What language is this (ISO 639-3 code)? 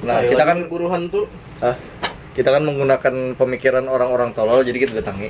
bjn